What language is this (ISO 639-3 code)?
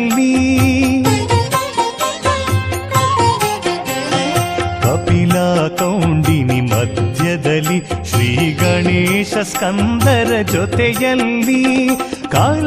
kan